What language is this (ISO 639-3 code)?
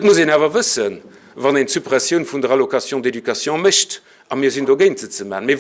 ltz